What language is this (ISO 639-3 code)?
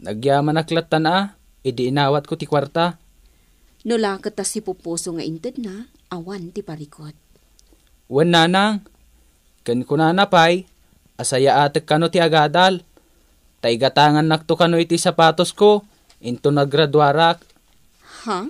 ilo